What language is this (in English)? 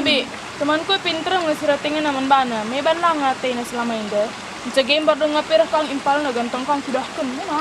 Batak Karo